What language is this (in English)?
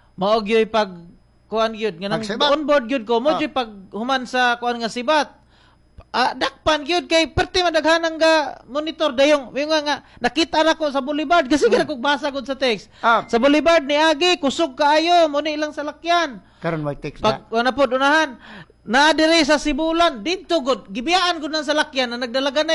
Cebuano